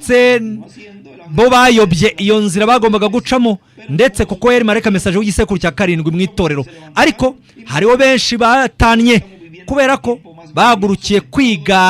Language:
Kinyarwanda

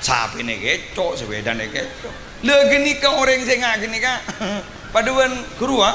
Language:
Madurese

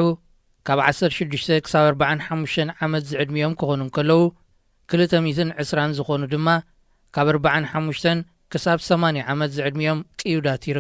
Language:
Tigrinya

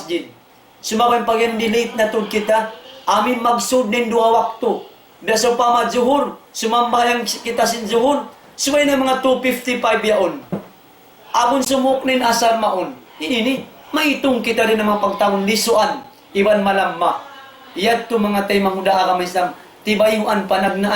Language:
Tausug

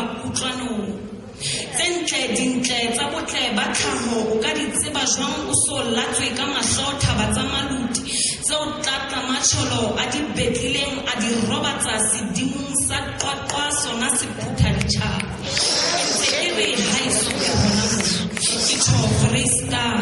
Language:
Southern Sotho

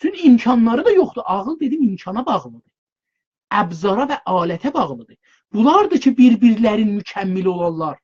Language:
South Azerbaijani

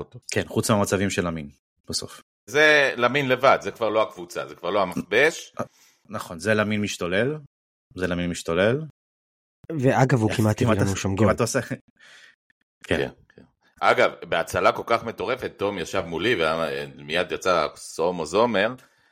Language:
Hebrew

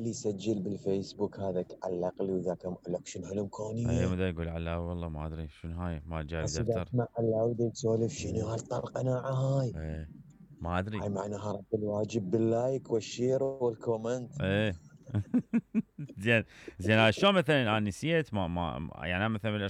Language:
Mesopotamian Arabic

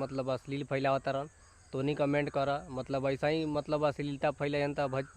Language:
Bhojpuri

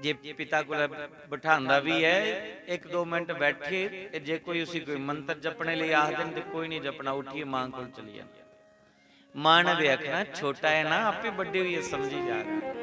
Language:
Dogri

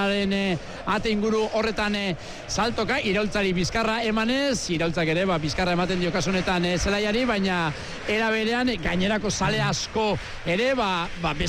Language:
Basque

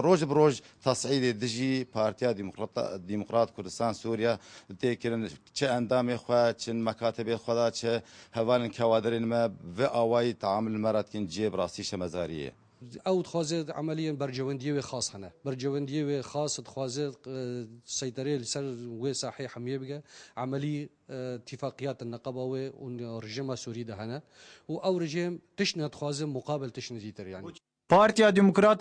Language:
Kurdish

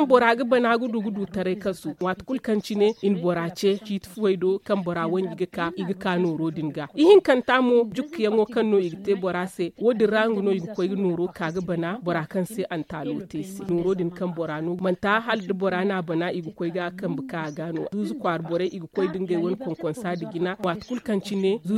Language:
Zarma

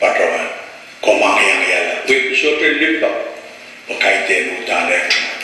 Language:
Pohnpeian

